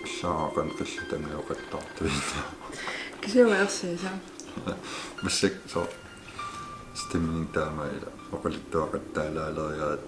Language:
Kalaallisut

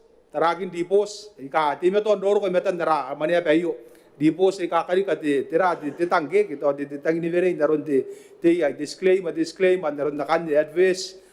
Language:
Gilbertese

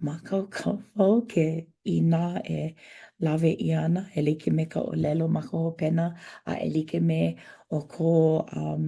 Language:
Hawaiian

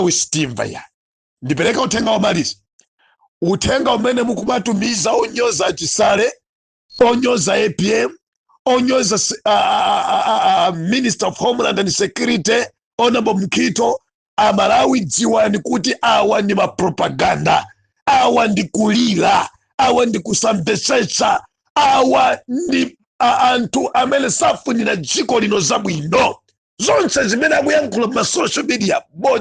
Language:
Nyanja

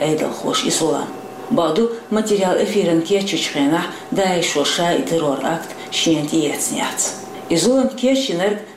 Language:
Chechen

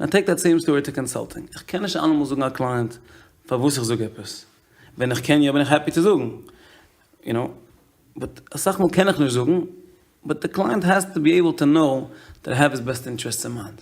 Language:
Yiddish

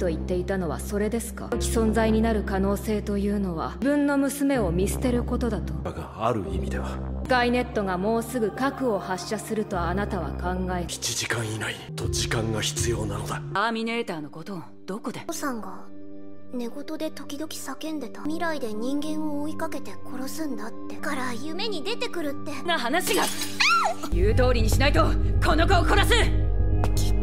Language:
Japanese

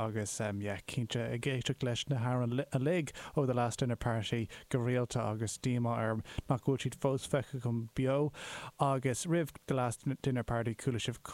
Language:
Irish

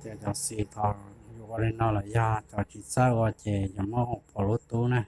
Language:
Hmong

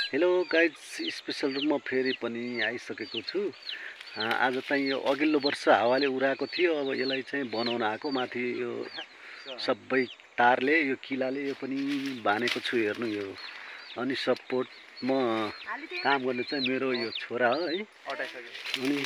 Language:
Nepali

